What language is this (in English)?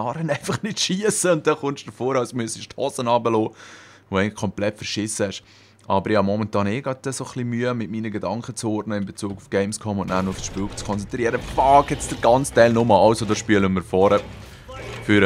Swiss German